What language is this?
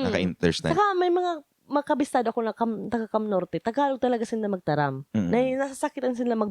Bikol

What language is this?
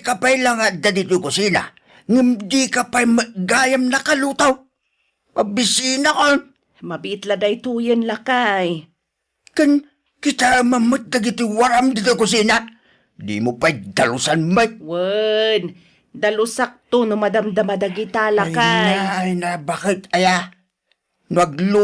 Iloko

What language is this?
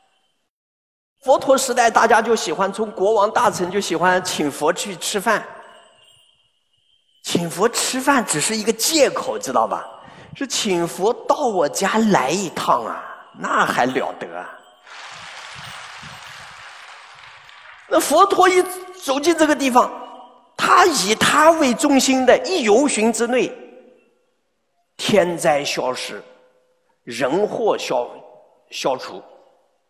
Chinese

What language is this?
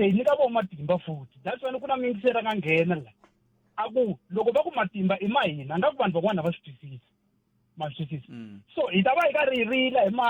Tsonga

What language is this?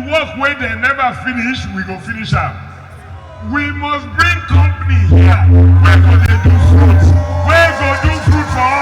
Nigerian Pidgin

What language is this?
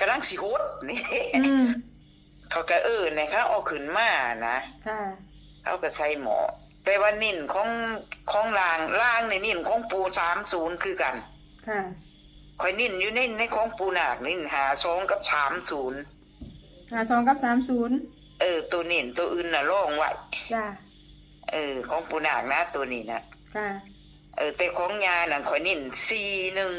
Northeastern Thai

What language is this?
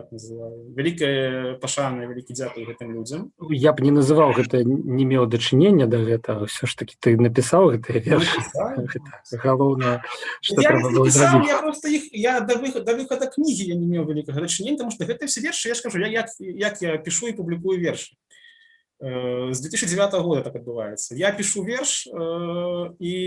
Belarusian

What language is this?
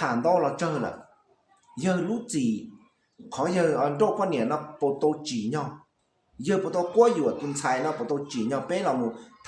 Hmong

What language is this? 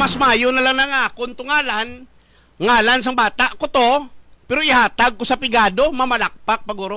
Hiligaynon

